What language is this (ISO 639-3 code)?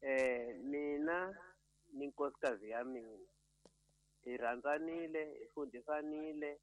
tso